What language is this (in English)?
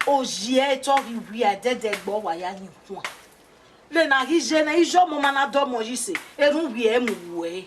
Bini